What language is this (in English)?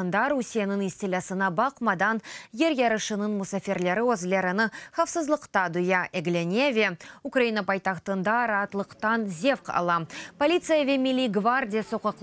Crimean Tatar